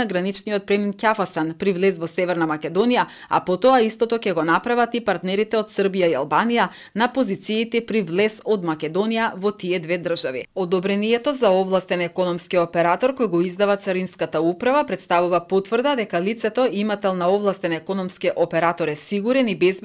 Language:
Macedonian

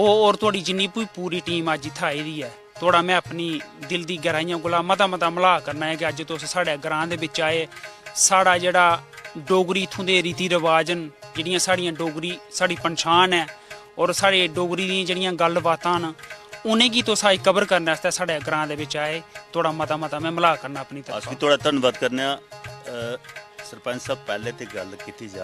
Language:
Dogri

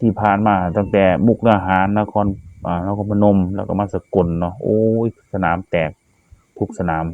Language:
Northeastern Thai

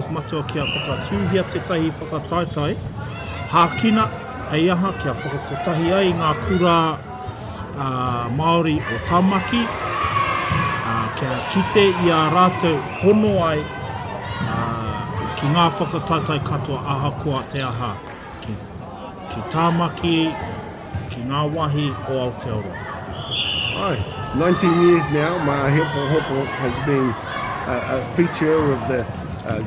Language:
Māori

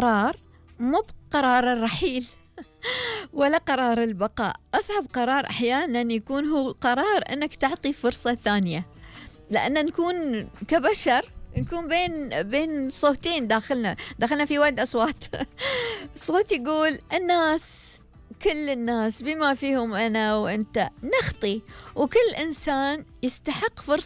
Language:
Gulf Arabic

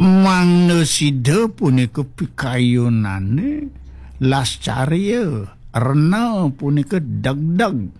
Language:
Balinese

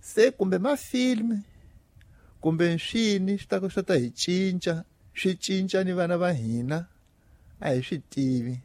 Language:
Tsonga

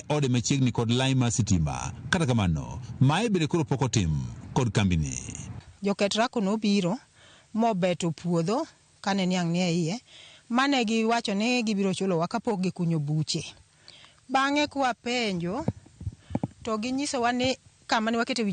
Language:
Luo (Kenya and Tanzania)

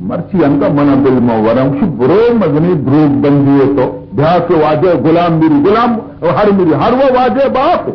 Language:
Baluchi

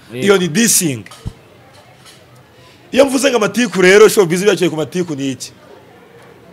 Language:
Kinyarwanda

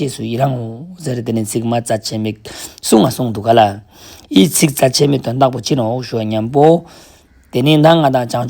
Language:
Ladakhi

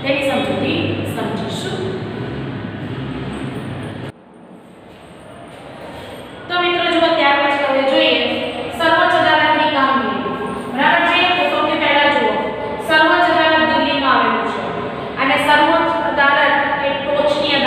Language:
Gujarati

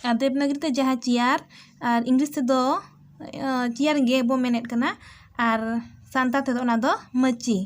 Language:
Santali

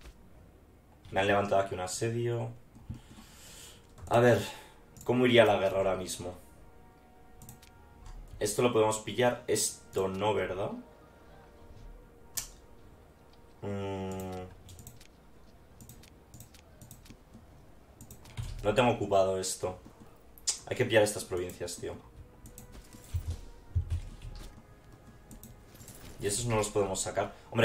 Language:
Spanish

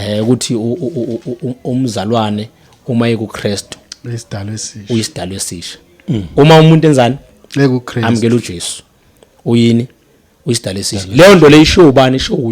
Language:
Zulu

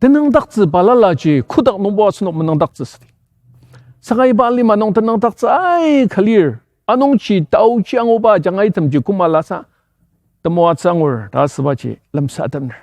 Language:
Ao Naga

